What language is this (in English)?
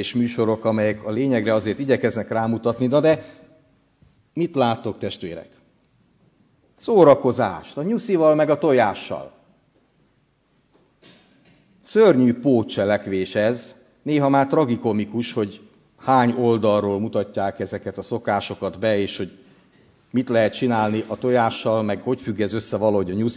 Hungarian